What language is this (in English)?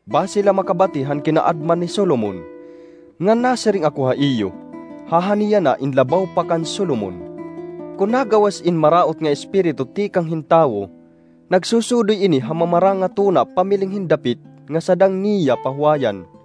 Waray